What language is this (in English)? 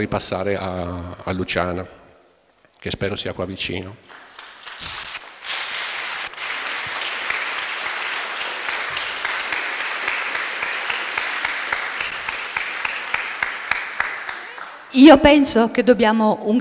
Italian